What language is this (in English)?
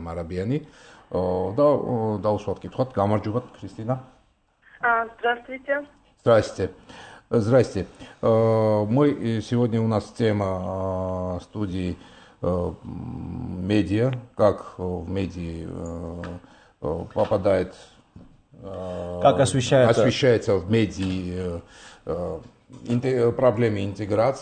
Georgian